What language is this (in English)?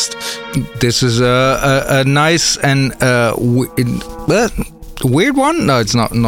English